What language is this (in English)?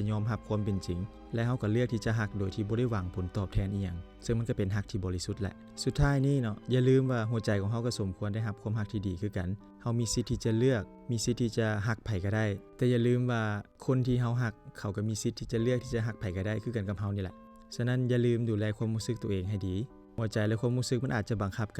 Lao